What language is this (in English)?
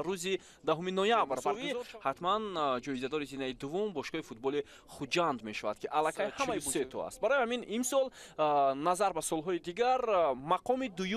Tajik